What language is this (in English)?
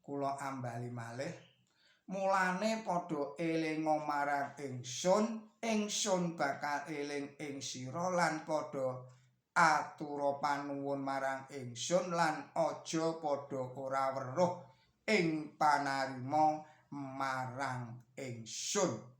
Javanese